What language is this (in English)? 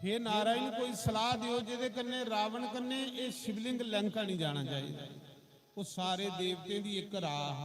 Dogri